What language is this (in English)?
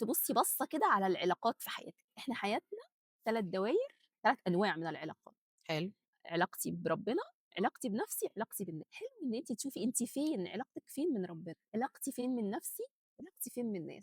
Egyptian Arabic